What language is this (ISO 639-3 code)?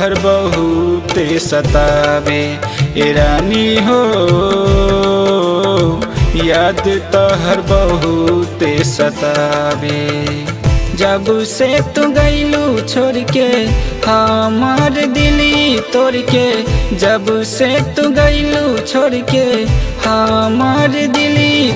bho